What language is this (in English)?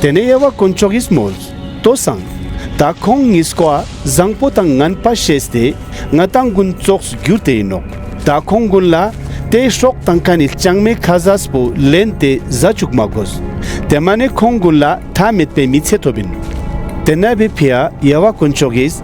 Ladakhi